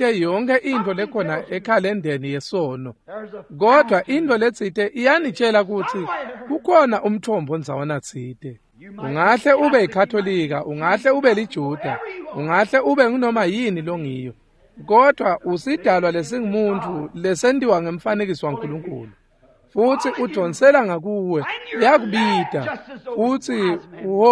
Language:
Swati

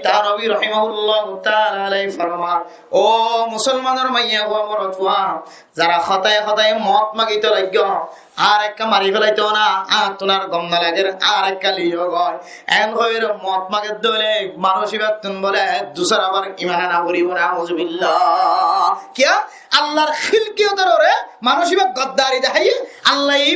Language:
Rohingya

